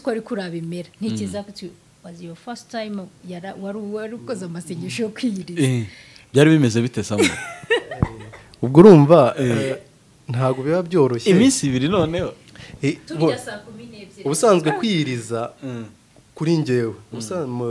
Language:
Kinyarwanda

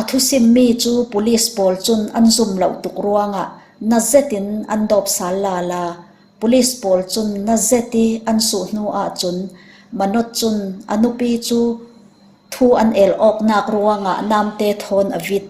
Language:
Falam Chin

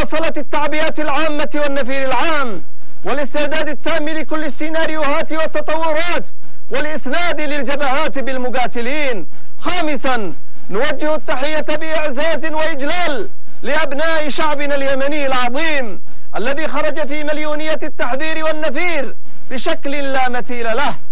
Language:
Arabic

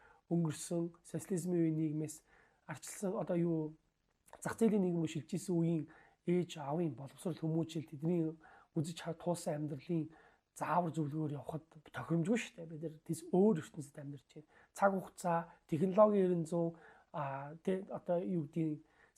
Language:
Mongolian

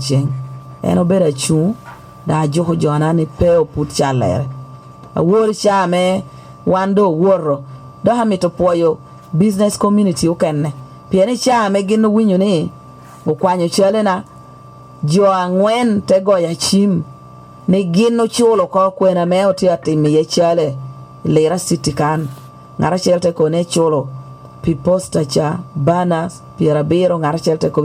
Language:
Lango (Uganda)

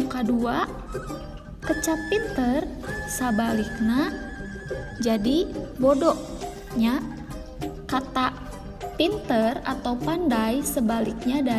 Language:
Sundanese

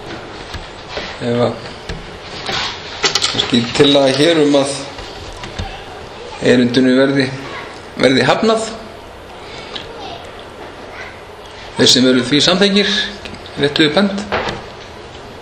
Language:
Icelandic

